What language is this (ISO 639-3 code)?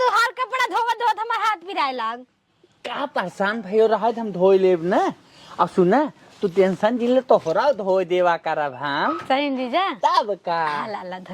awa